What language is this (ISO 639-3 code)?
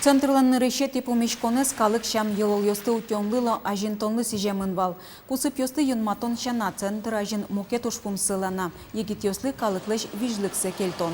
udm